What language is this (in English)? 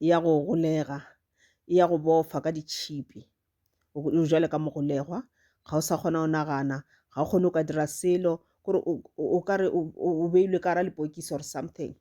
Northern Sotho